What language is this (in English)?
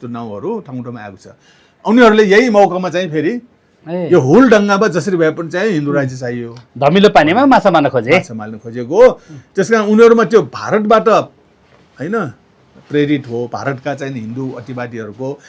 Nepali